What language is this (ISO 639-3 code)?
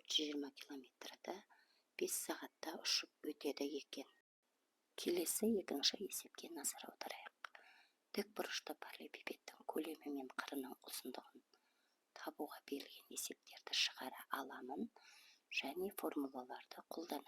kaz